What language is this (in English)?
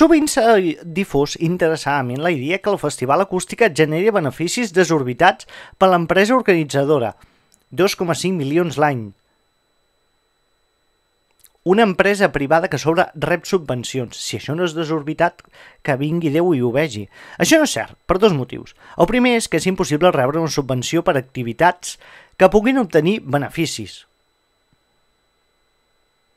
Catalan